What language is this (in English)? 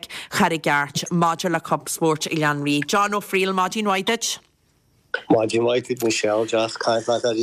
Irish